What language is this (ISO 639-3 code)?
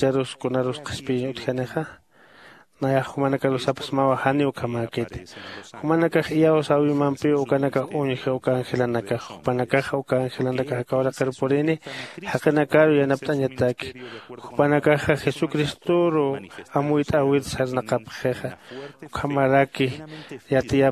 aym